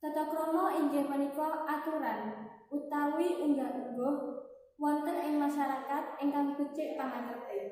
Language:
Javanese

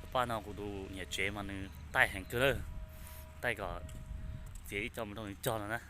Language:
Hmong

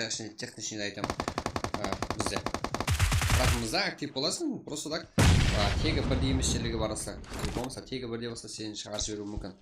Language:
Kara-Kalpak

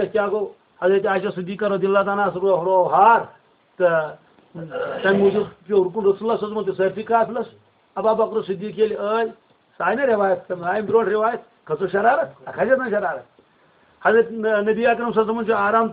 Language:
Kashmiri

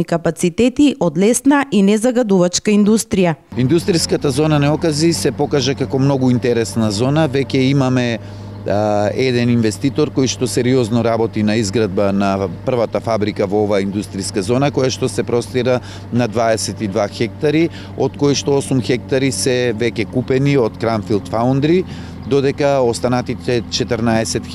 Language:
Macedonian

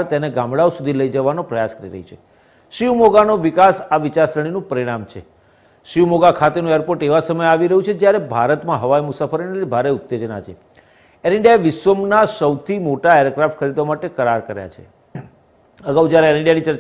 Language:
Gujarati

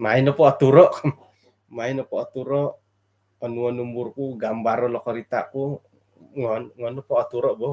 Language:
Central Dusun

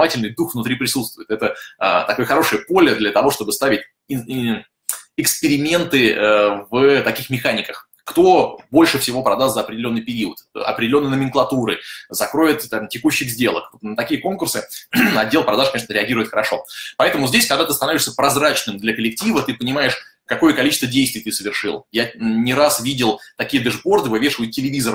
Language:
Russian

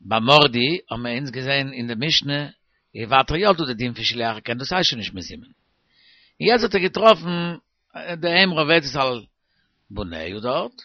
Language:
Yiddish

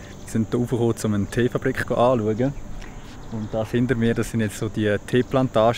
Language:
Swiss German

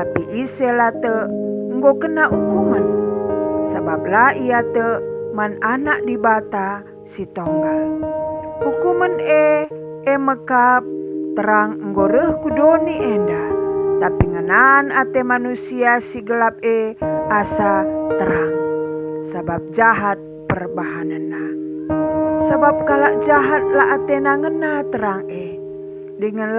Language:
Batak Karo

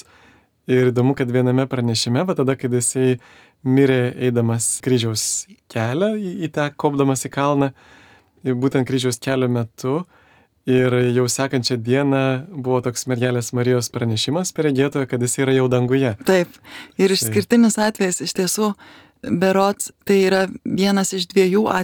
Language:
Lithuanian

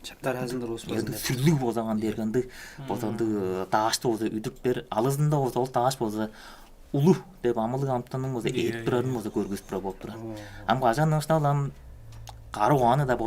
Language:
Tuvinian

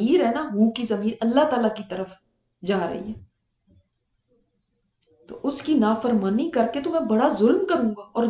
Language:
Urdu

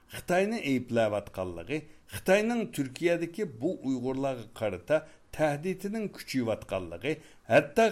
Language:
Uyghur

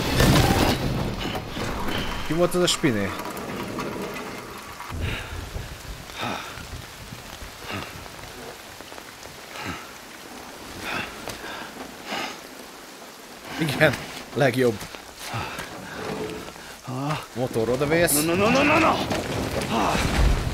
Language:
Hungarian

